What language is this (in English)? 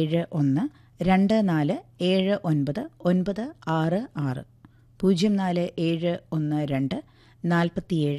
Malayalam